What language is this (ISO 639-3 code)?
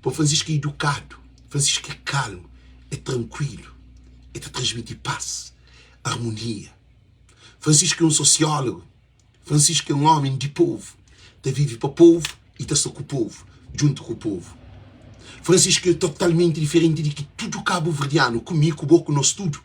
kea